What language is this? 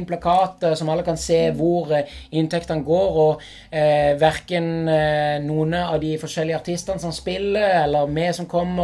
Norwegian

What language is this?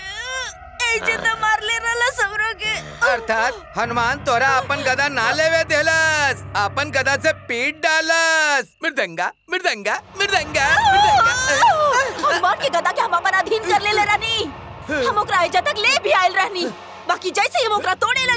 Bhojpuri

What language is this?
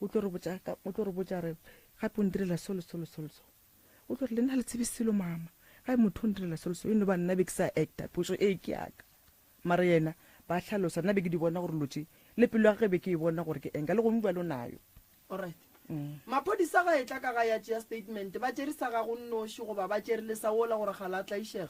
Northern Sotho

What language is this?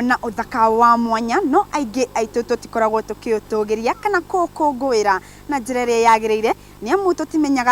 Kikuyu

